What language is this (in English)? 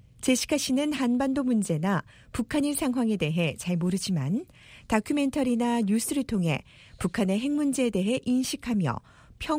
Korean